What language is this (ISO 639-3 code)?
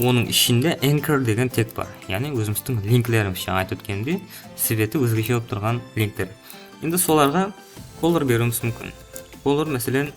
kaa